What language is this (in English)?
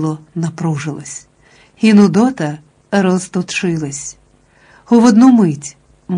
Ukrainian